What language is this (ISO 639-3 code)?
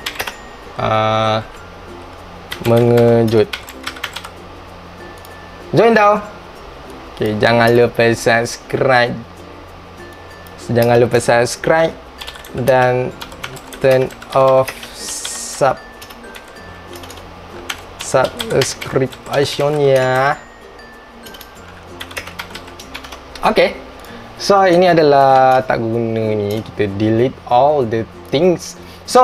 msa